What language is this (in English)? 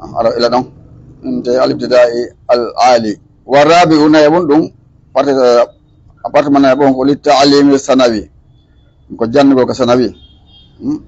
Fula